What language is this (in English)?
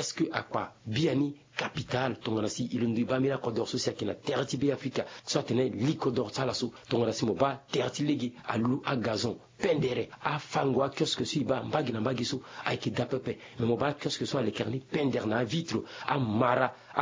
Sango